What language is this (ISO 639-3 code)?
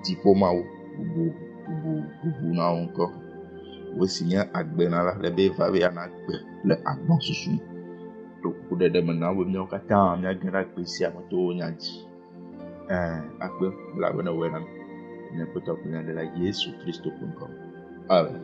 ewe